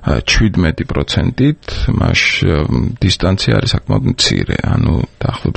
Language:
Georgian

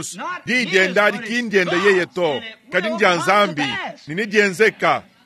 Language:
Luba-Lulua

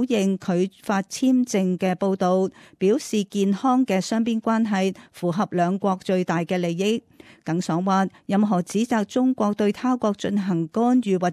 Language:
Cantonese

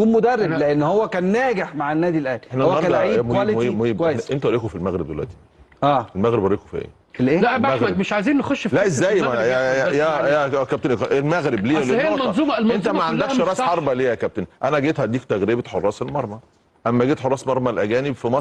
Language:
Egyptian Arabic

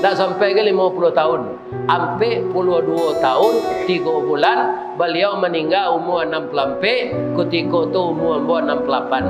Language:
Minangkabau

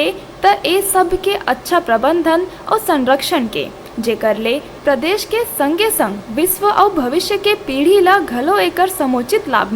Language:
Chhattisgarhi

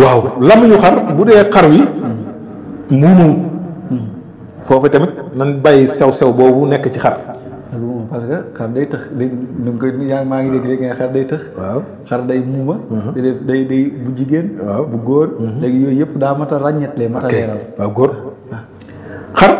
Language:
Wolof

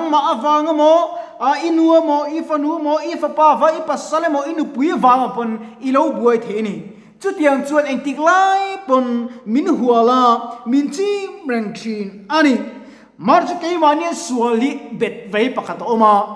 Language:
Mizo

